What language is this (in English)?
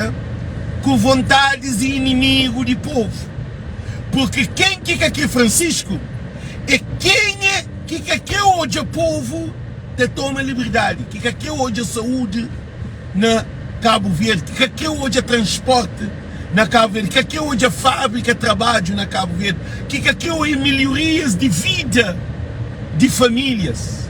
Kabuverdianu